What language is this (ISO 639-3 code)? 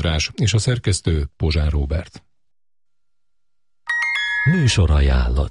hun